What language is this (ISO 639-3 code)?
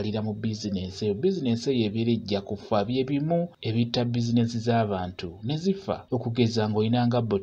lug